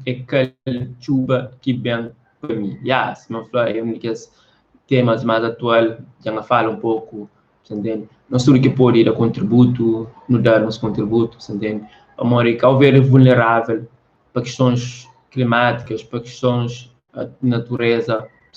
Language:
Kabuverdianu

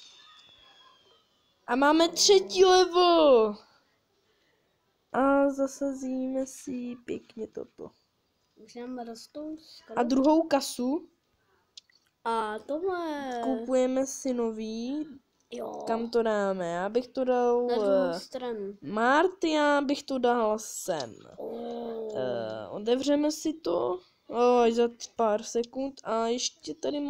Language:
Czech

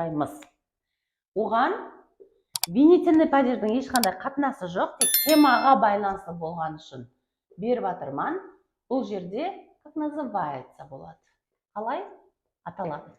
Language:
Kara-Kalpak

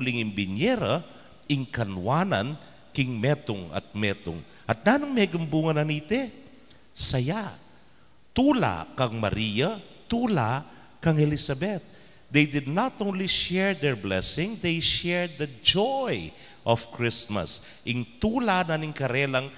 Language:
Pampanga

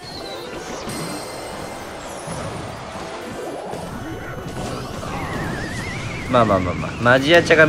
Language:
Japanese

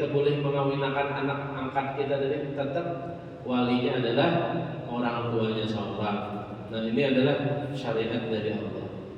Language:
Banjar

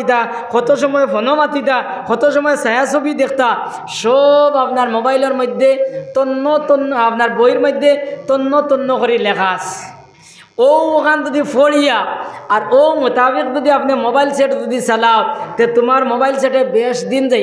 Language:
Sylheti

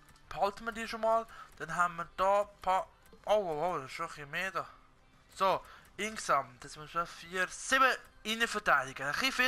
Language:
Swiss German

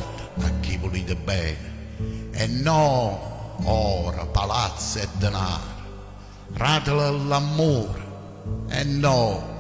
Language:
Neapolitan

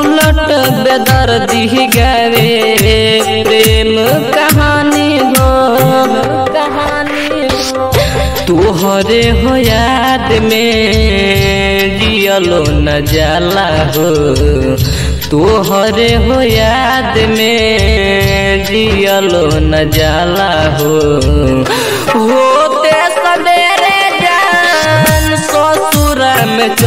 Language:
Bhojpuri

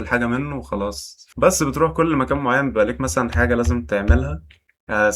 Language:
Egyptian Arabic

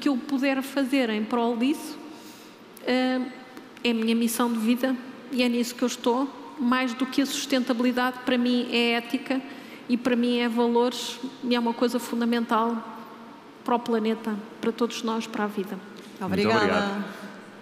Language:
Portuguese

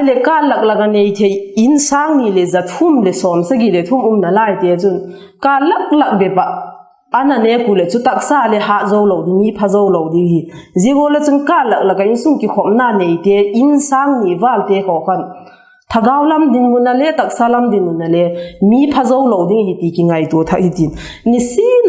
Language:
Vaiphei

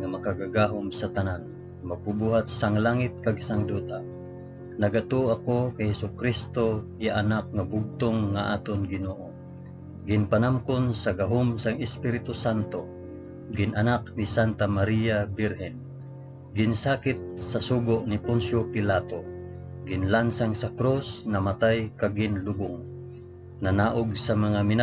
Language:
Hiligaynon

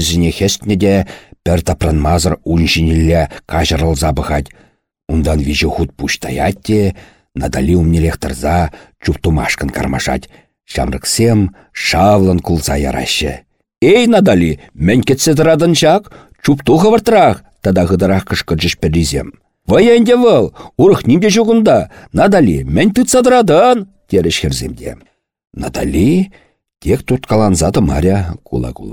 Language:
Chuvash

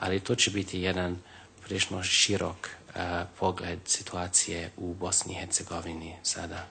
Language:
Bosnian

